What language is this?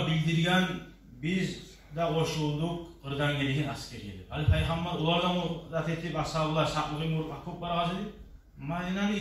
Kumyk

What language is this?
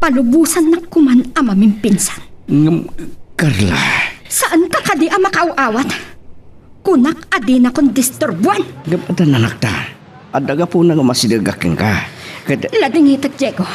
Iloko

